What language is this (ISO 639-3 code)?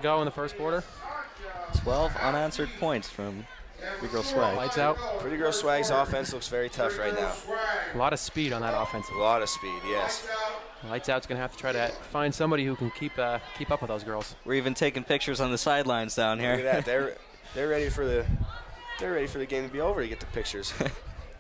eng